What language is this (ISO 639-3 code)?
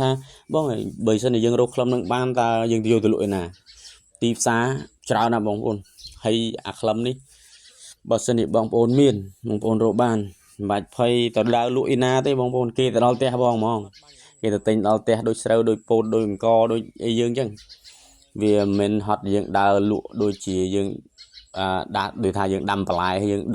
khm